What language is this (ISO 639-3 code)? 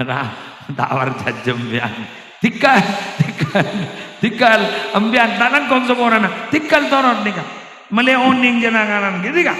mad